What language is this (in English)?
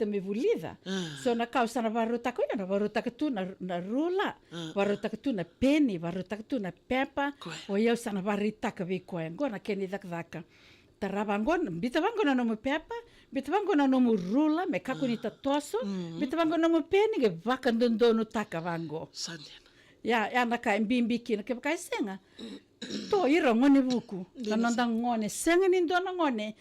Fijian